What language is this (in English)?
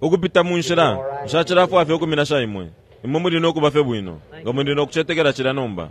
Bemba